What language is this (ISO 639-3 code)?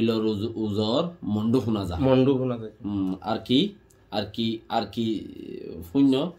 rhg